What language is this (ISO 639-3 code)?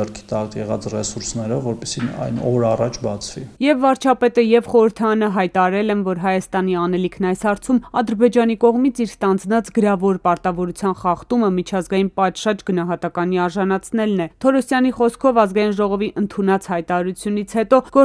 hye